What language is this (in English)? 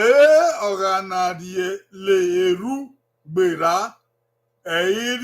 Bini